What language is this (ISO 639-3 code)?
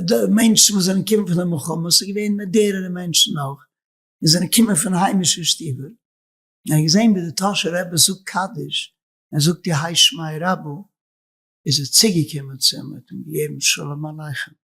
yid